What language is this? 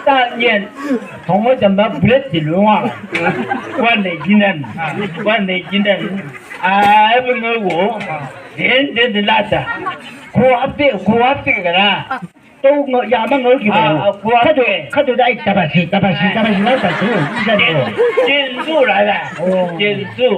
Chang Naga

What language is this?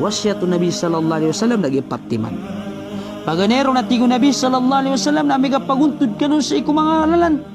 Maranao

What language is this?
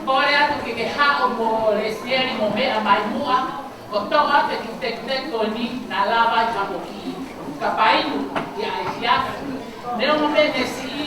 Tongan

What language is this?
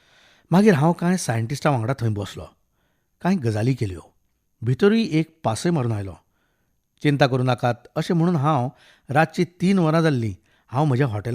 Konkani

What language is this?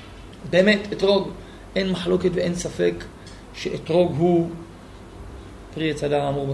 Hebrew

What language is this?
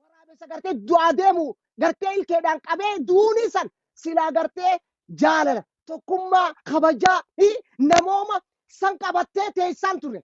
Oromo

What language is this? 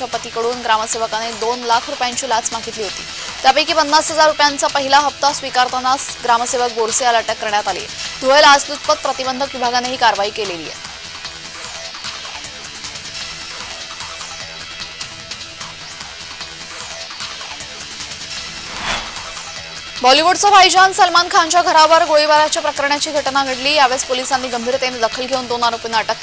Marathi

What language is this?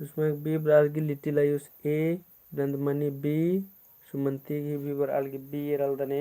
Kurukh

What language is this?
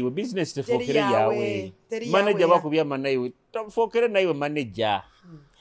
Nyoro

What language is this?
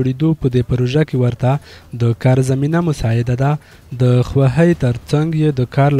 Pashto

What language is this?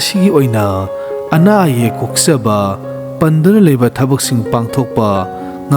Manipuri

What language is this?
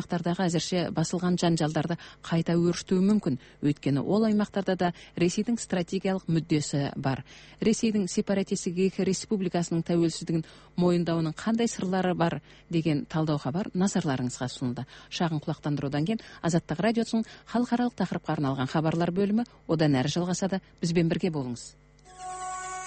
Kazakh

